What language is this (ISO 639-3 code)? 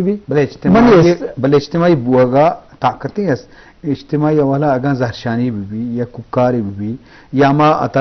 bgp